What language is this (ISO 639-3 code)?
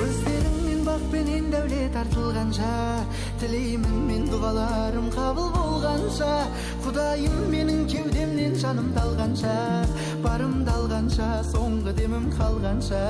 kaa